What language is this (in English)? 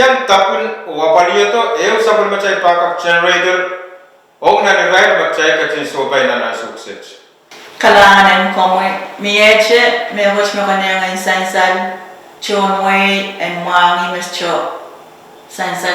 Pohnpeian